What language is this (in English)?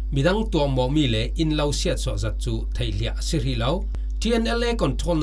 Falam Chin